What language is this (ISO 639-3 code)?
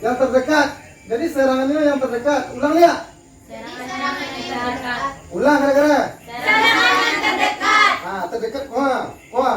min